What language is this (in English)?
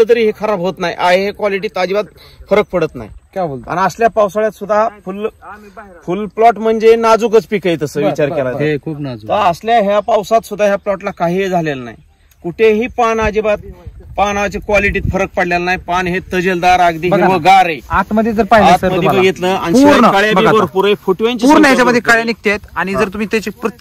Marathi